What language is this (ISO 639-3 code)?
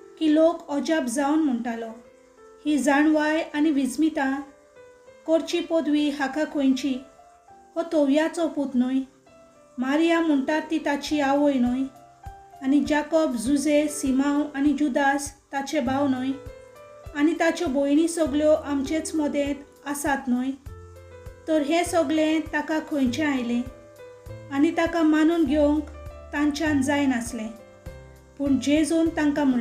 kok